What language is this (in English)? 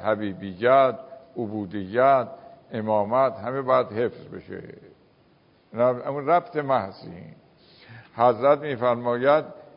Persian